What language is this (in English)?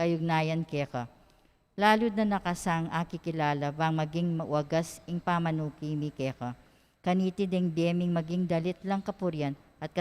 Pampanga